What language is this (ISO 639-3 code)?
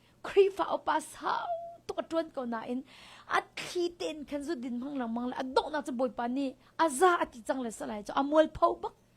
cnh